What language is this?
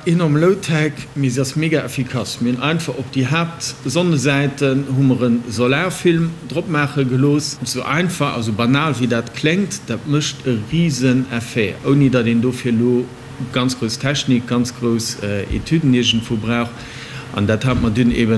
Luxembourgish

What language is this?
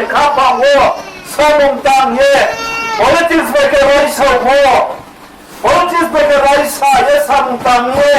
Riang (India)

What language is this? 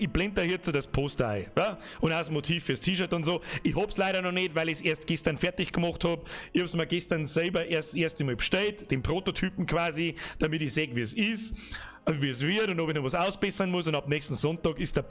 Bavarian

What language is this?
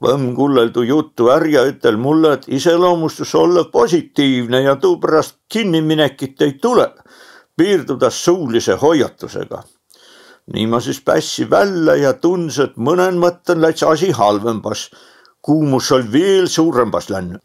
Võro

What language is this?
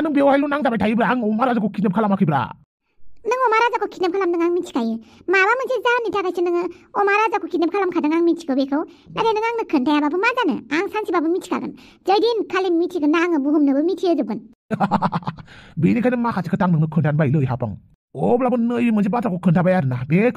Bodo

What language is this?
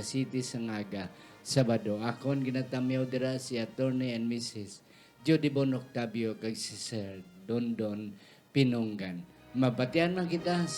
Hiligaynon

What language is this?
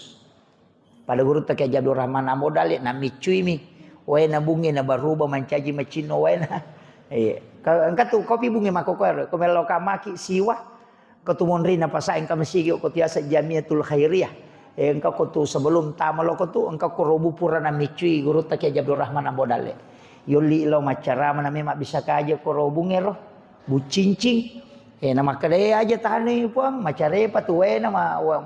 Buginese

